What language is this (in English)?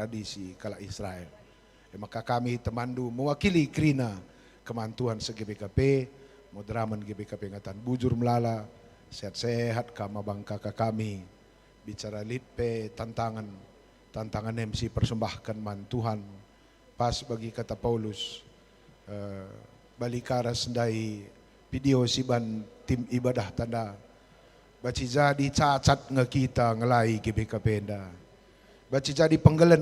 Batak Karo